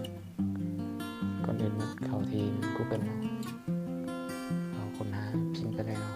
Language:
Lao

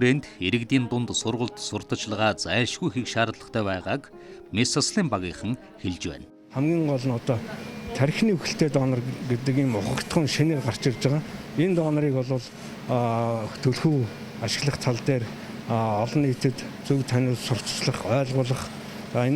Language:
Mongolian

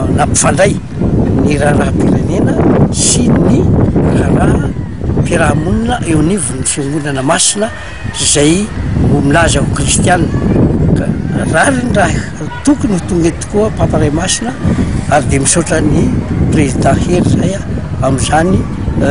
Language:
Malagasy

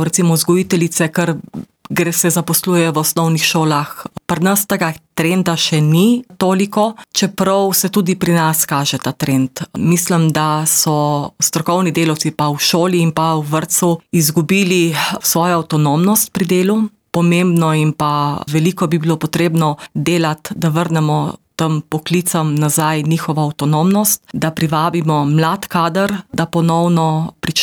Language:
Slovenian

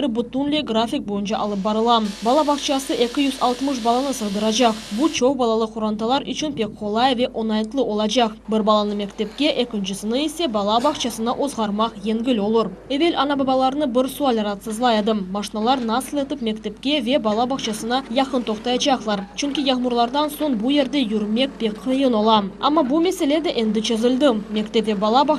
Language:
Crimean Tatar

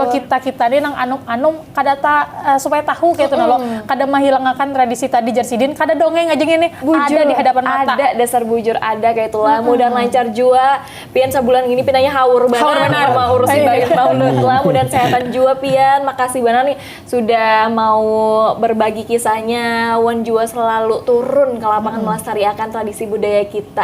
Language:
Banjar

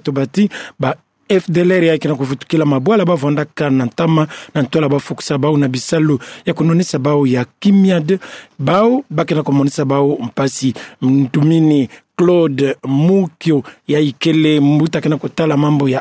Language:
Kituba (Democratic Republic of Congo)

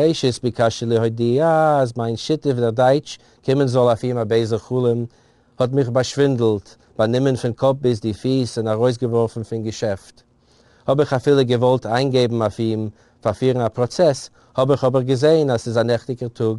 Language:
Yiddish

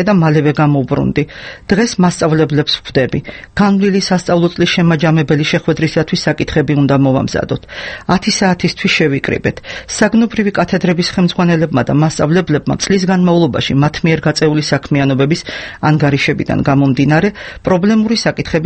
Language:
Georgian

